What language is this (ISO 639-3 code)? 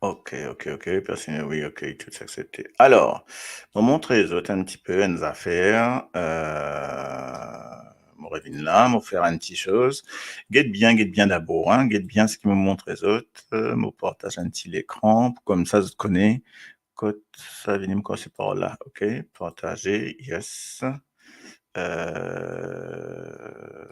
mfe